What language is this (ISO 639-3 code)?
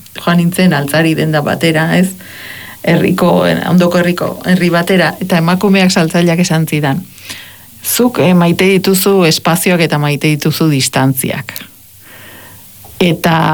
eus